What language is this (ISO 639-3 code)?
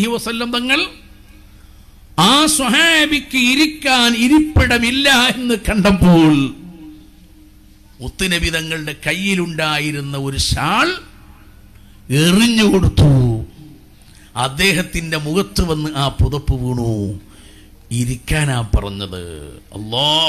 mal